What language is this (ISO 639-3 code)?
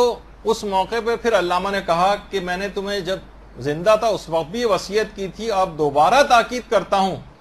urd